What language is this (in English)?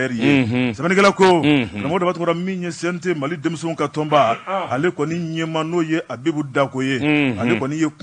Bambara